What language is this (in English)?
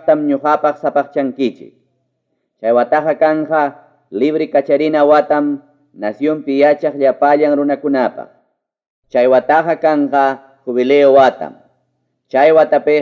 Ayacucho Quechua